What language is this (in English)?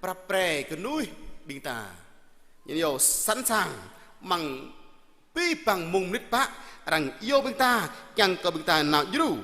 Jarai